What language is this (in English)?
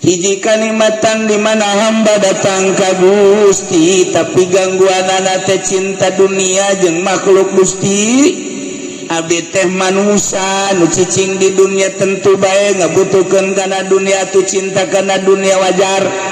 Sundanese